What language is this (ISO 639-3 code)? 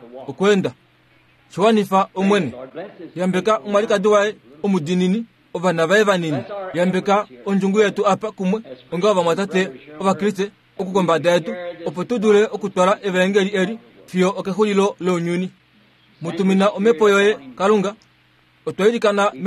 kua